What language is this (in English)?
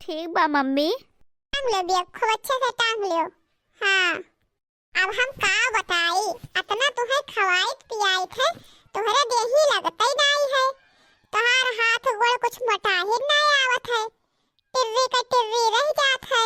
Awadhi